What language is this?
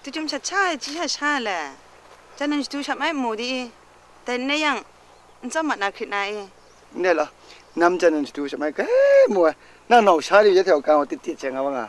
Kachin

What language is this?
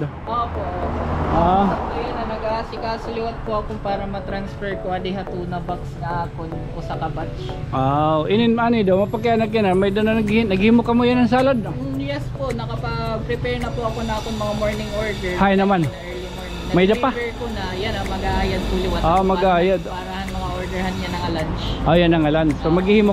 Waray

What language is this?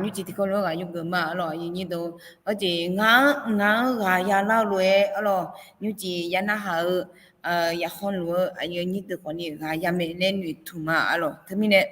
Akha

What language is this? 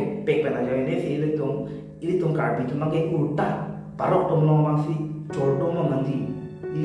Karbi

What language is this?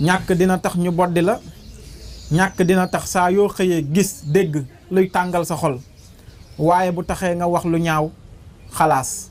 Wolof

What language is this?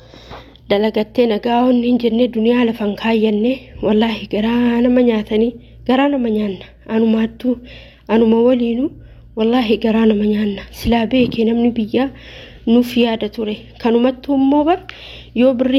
Oromo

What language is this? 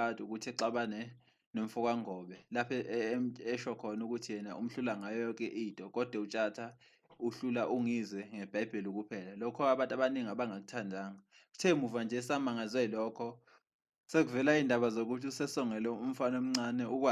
Zulu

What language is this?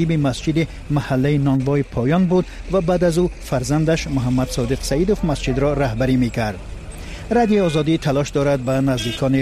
Persian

